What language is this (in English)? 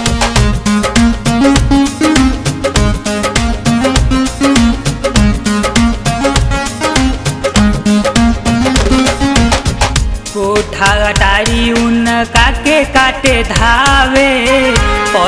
Bhojpuri